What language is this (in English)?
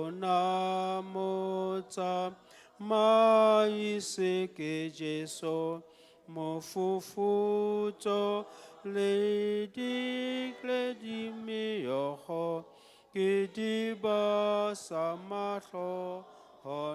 Southern Sotho